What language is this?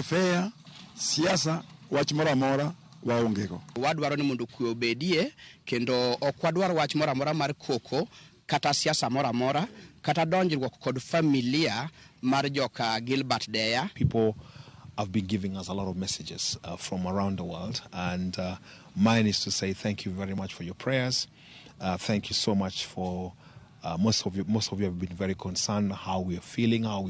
Luo (Kenya and Tanzania)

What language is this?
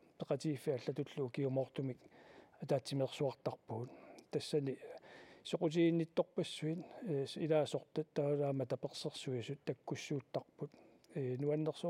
Kalaallisut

